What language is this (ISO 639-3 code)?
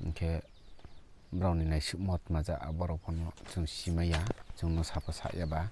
ria